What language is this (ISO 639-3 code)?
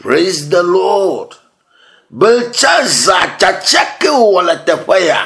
ewe